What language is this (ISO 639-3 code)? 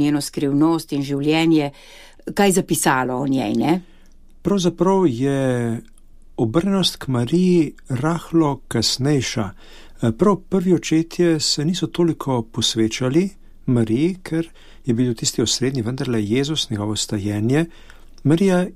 slv